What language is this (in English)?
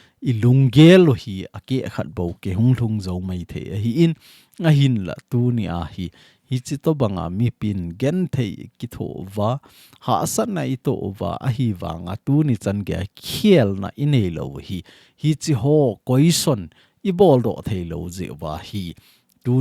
Thado Chin